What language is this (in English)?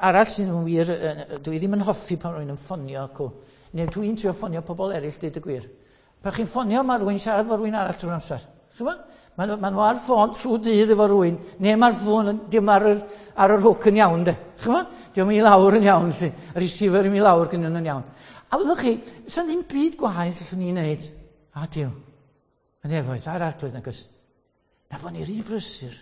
Welsh